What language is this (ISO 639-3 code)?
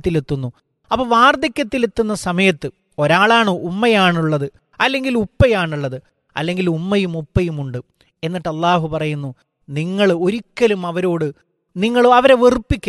mal